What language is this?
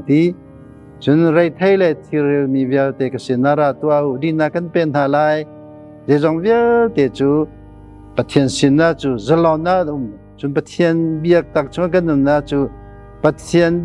Hakha Chin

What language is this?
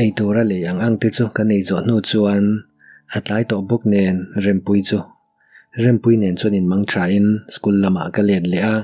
Mizo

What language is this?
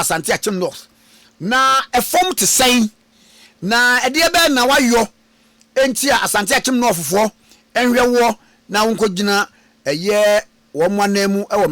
Akan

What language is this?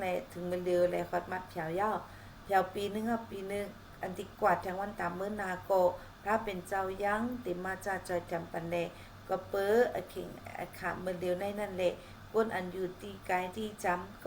Shan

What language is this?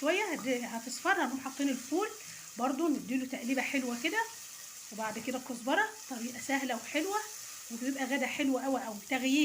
Egyptian Arabic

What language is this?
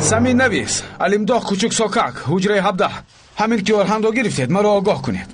Tajik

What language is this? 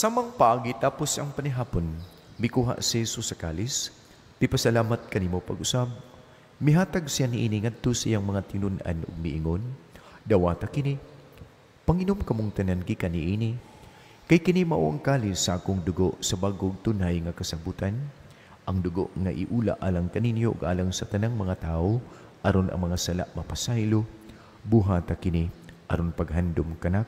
Cebuano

